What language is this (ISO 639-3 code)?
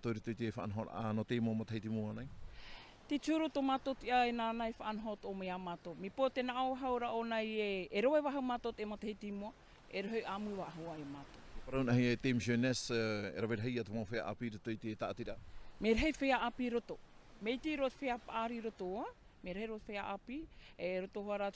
tah